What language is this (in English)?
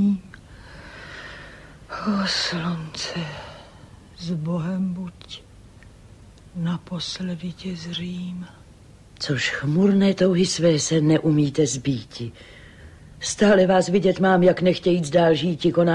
Czech